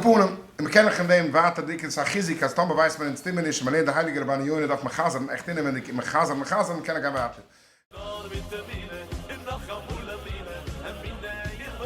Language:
Yiddish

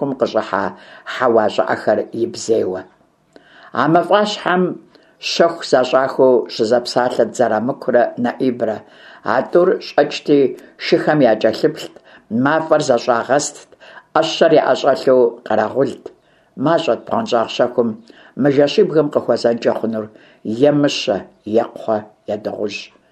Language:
Kabardian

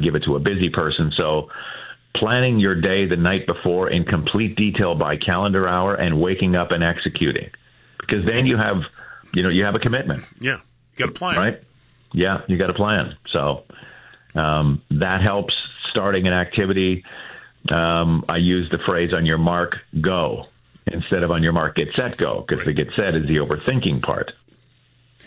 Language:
English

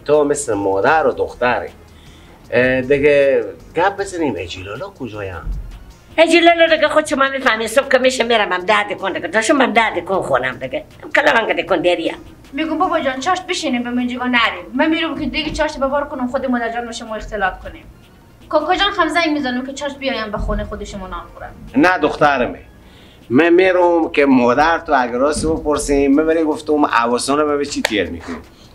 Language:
Persian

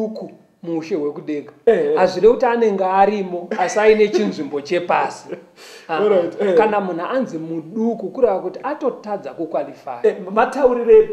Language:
Shona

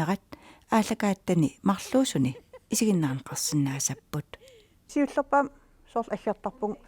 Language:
Kalaallisut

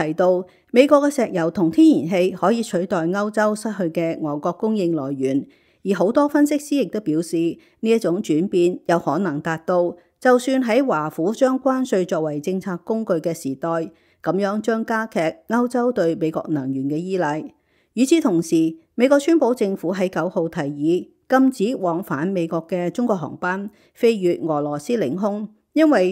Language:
Cantonese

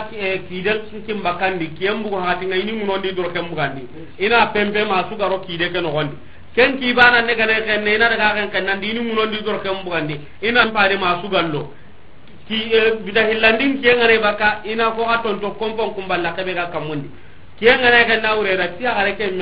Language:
Soninke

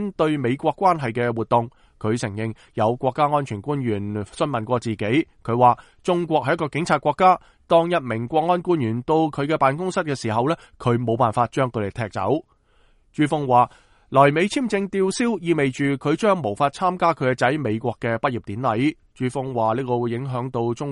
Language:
Cantonese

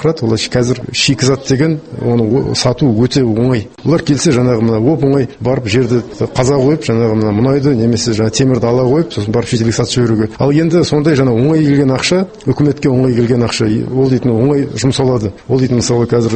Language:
Kazakh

